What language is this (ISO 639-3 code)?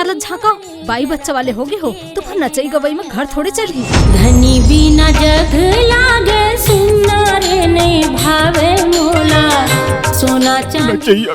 hne